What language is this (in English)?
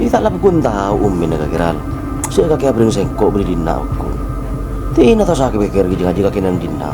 Madurese